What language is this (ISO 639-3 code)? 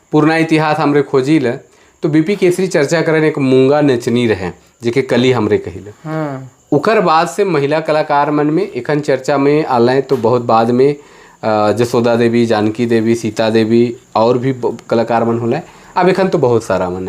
sck